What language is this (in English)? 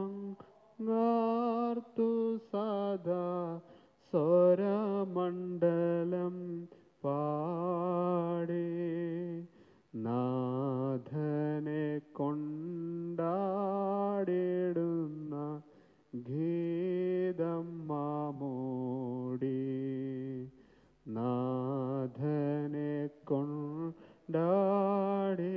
Malayalam